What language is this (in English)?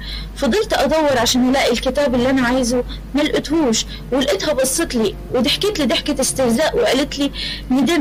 Egyptian Arabic